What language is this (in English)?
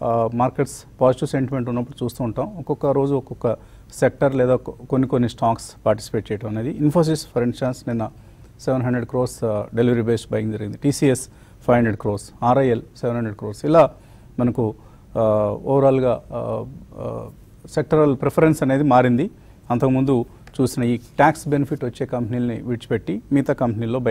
Telugu